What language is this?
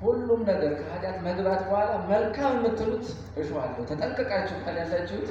Amharic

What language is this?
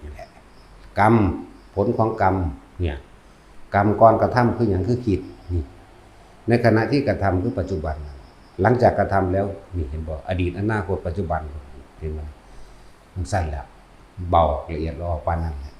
Northeastern Thai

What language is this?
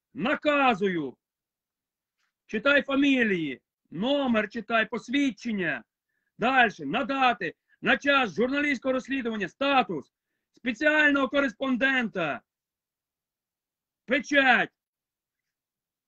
Ukrainian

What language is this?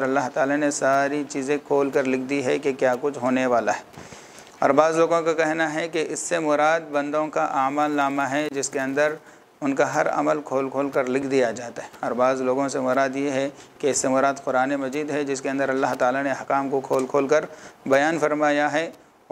Urdu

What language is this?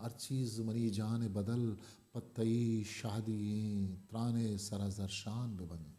Eastern Balochi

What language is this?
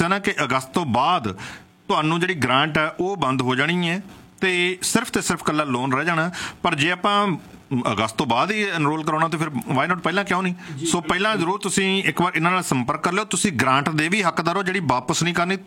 Punjabi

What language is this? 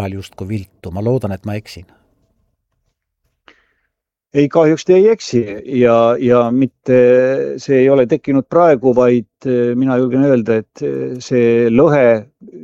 Estonian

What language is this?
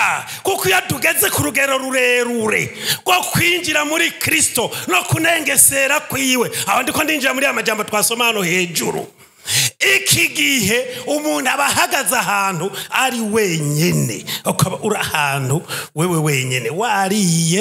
Rundi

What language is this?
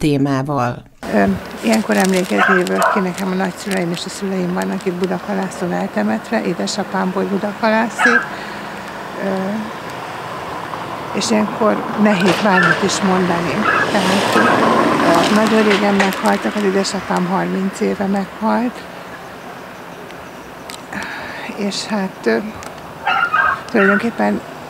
Hungarian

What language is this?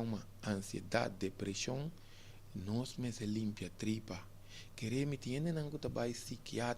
Papiamento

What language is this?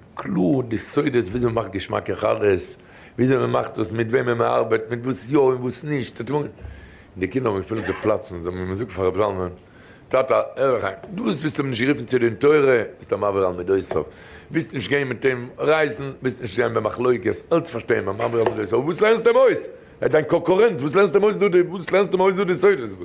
Yiddish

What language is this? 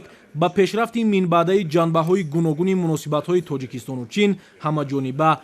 Tajik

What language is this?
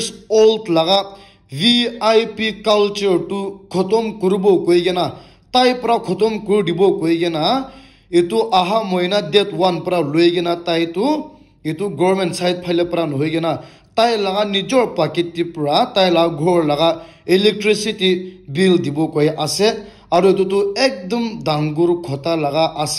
Naga Pidgin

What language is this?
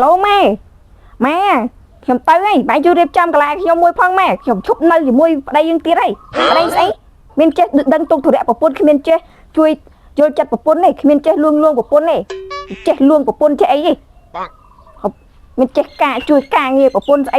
Khmer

